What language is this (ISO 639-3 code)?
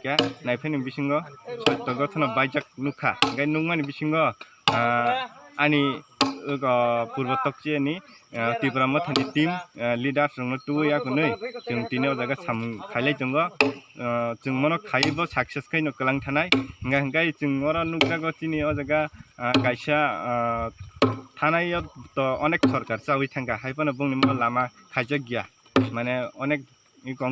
trp